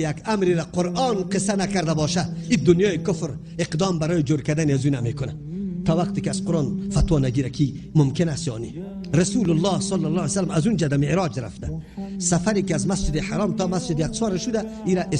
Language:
Persian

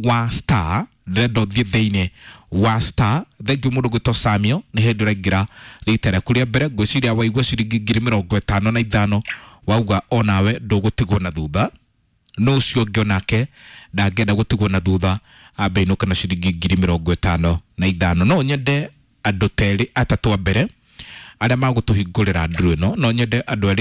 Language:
Kikuyu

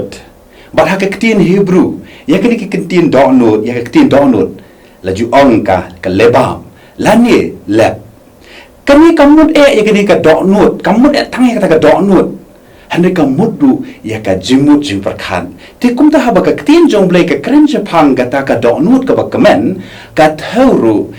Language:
Khasi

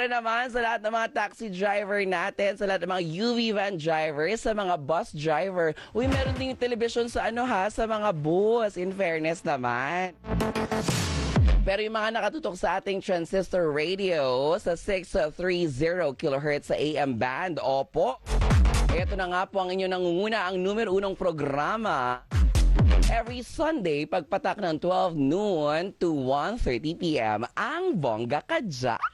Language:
Filipino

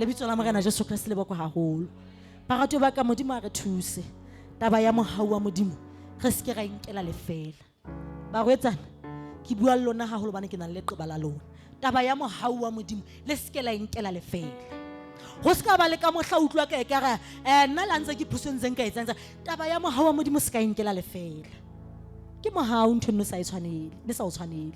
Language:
Southern Sotho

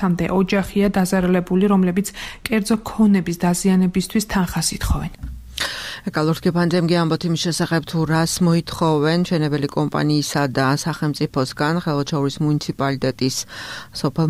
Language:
Georgian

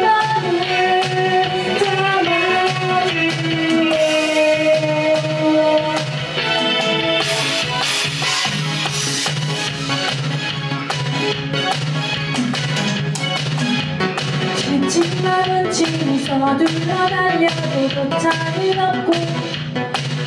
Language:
Korean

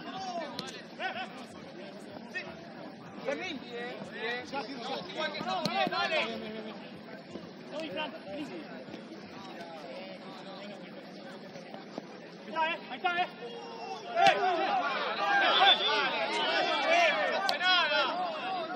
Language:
Spanish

